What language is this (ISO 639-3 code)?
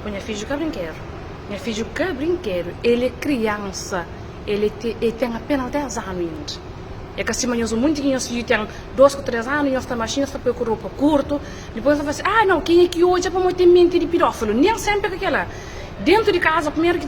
kea